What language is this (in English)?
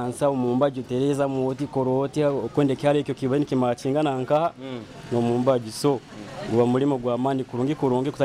Nyoro